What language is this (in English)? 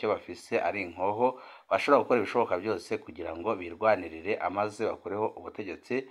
Rundi